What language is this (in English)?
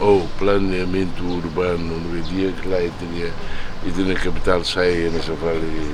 Tetum